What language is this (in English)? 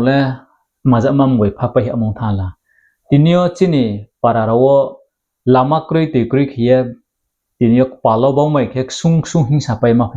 Riang (India)